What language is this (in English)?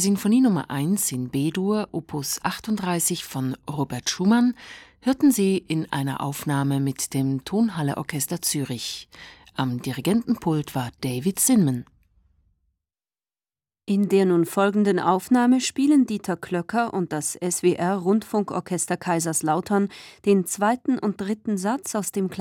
German